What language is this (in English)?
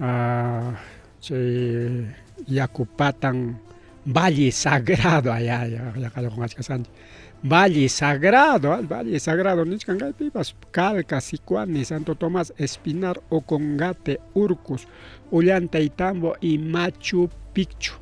Ayacucho Quechua